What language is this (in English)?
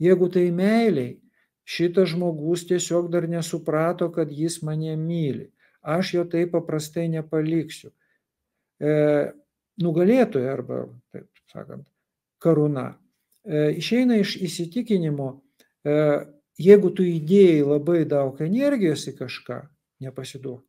Lithuanian